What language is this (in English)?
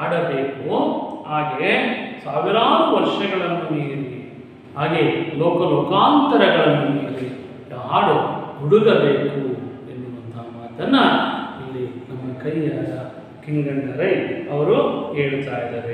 Kannada